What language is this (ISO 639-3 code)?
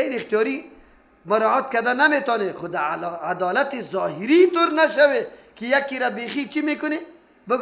fas